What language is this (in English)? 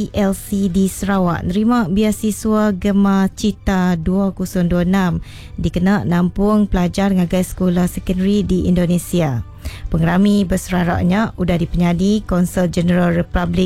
Iban